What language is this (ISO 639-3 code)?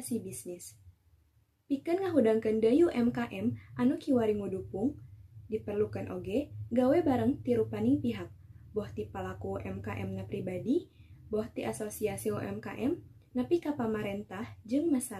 sun